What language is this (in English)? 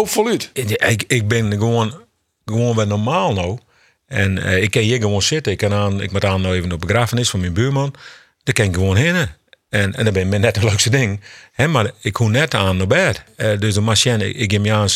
Western Frisian